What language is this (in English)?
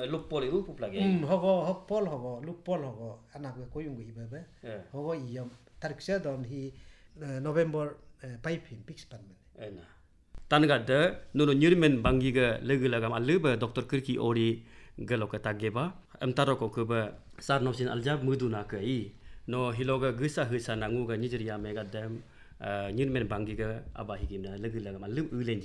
Galo